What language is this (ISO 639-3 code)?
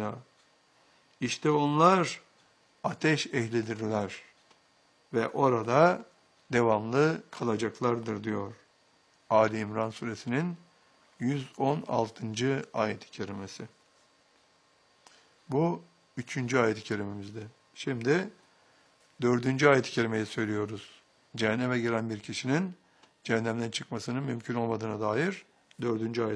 tur